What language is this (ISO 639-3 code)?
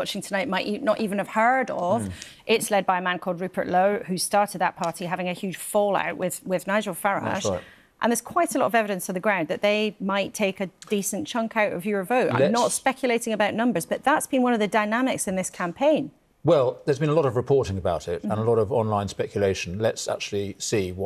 eng